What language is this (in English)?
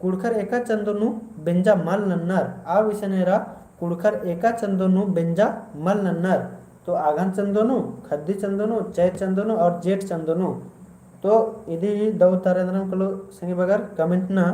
Kurukh